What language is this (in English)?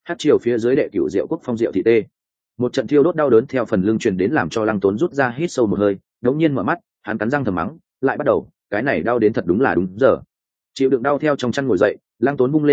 Vietnamese